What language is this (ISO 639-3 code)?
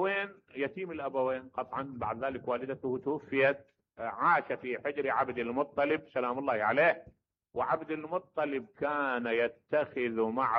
acm